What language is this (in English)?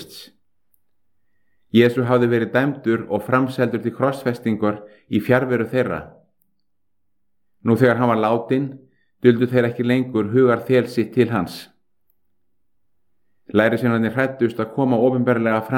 Icelandic